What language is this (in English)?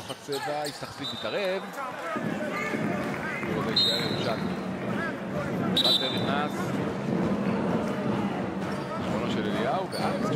Hebrew